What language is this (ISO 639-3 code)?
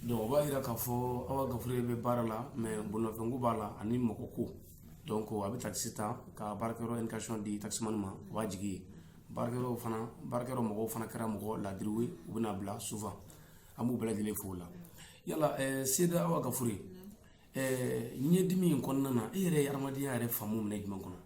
bam